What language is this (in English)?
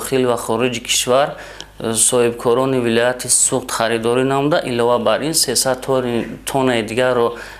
Tajik